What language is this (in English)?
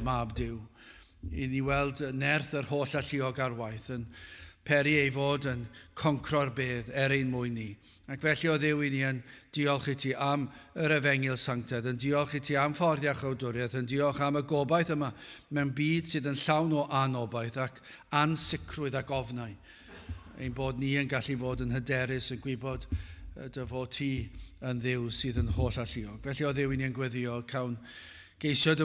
Welsh